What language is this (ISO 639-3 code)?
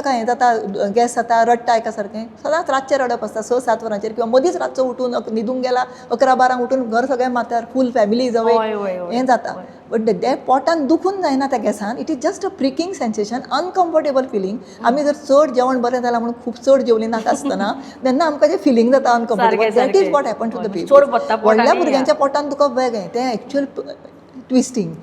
kok